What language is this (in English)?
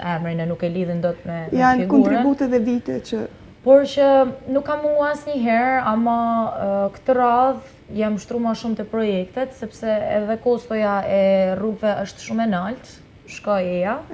Albanian